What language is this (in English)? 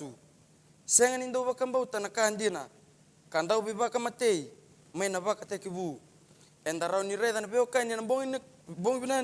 Fijian